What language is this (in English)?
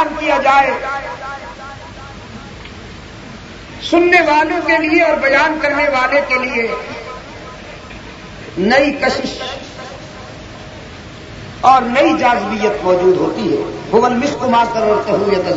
Urdu